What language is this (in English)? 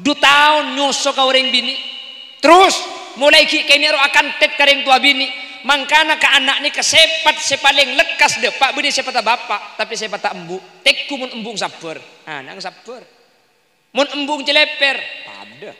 Madurese